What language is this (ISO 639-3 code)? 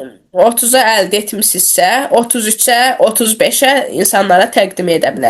aze